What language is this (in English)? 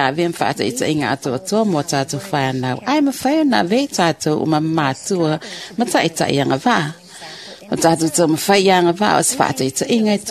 Samoan